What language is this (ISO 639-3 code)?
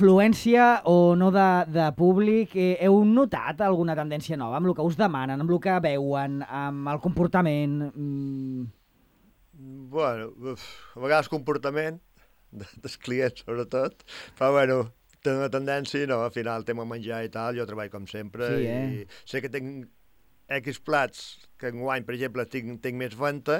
cat